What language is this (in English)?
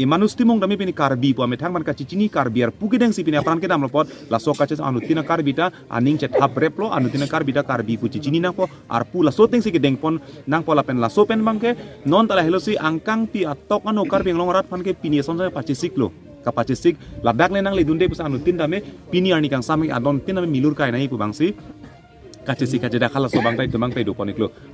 Karbi